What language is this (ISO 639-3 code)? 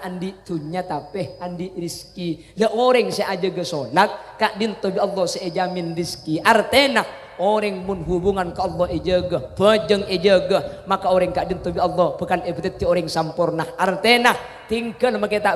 mad